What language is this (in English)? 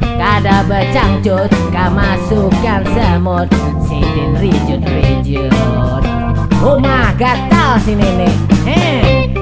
Banjar